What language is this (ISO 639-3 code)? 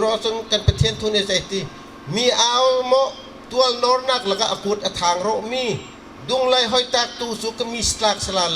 bgr